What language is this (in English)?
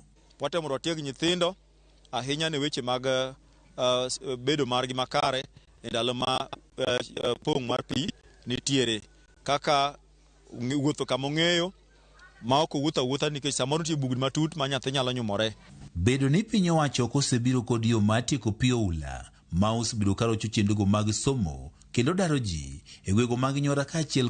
Luo (Kenya and Tanzania)